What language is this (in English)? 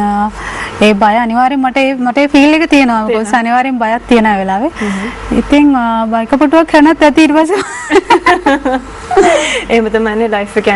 Sinhala